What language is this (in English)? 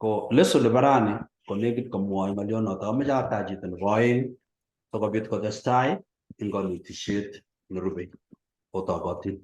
Kalenjin